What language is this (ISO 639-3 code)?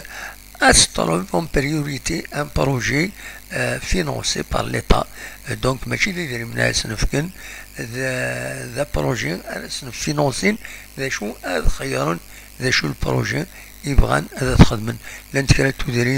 kab